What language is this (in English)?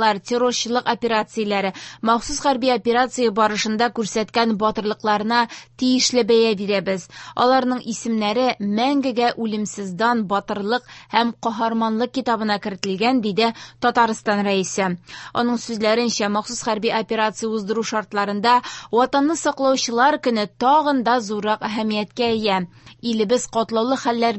Tatar